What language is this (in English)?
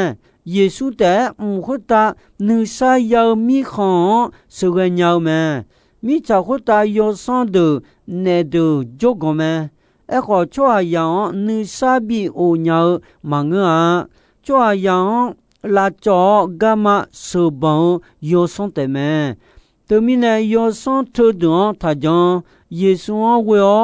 Akha